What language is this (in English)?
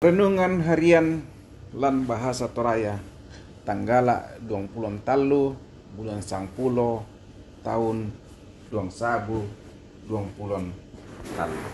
Toraja-Sa'dan